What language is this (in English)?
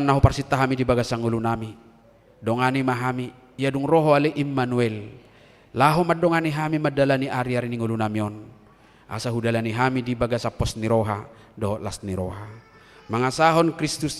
Batak Toba